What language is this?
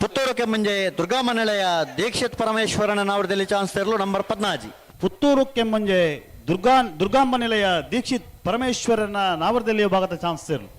Tulu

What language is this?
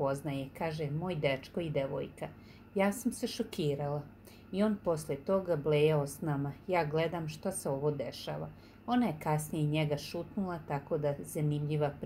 Serbian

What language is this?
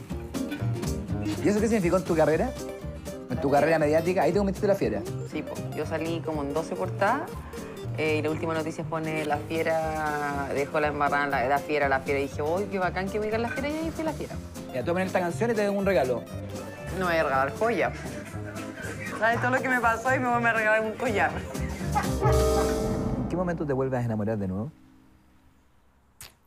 Spanish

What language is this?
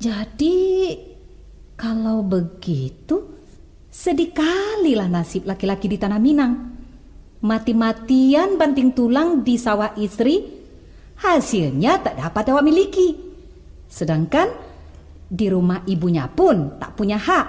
Minangkabau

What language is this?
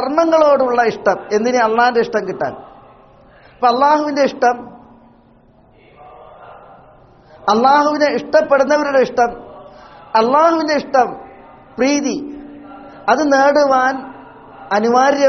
Malayalam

